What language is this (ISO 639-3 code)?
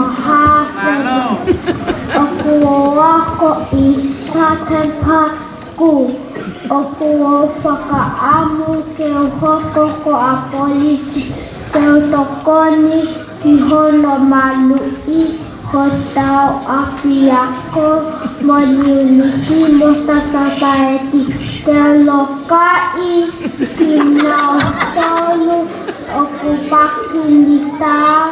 ton